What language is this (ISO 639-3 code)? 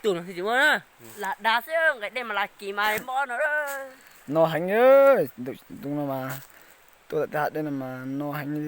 hmn